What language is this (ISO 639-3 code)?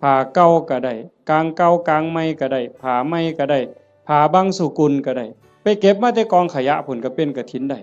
tts